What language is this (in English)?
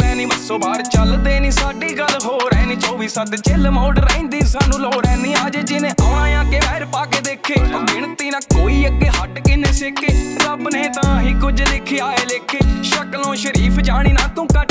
Punjabi